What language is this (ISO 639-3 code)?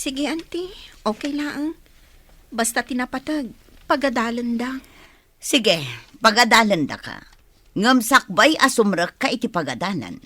ilo